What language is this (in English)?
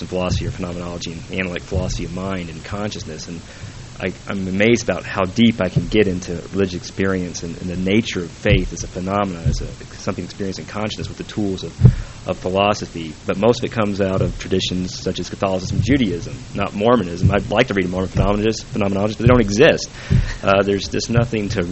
English